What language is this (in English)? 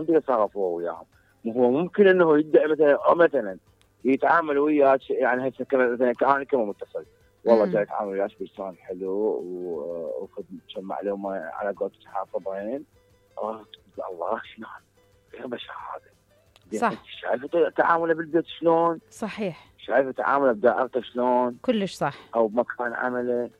Mesopotamian Arabic